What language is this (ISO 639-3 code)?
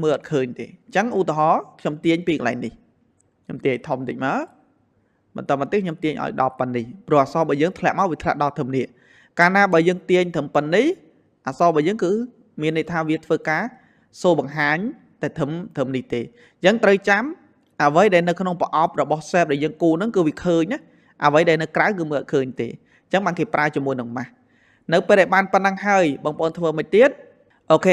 khm